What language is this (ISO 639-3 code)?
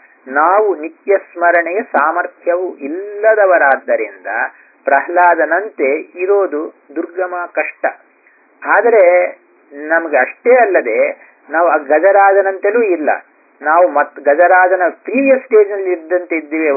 kan